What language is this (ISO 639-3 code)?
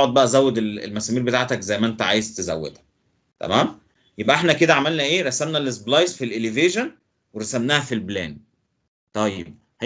arz